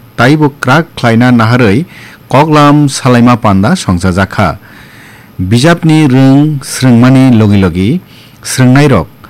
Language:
Kok Borok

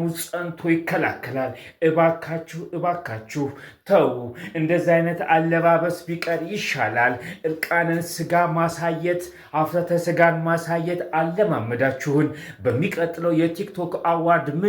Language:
Amharic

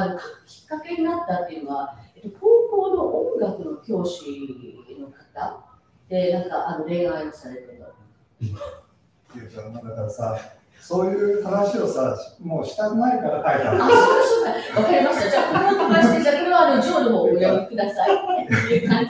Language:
Japanese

